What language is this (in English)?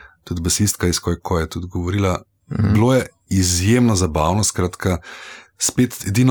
Slovenian